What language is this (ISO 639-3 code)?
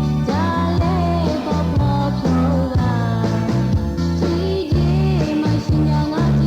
ahk